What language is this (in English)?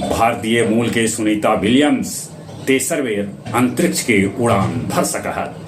Magahi